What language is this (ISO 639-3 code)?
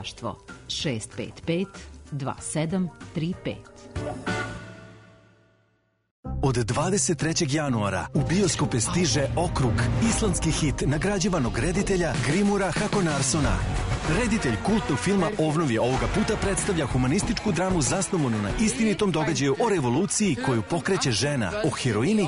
srp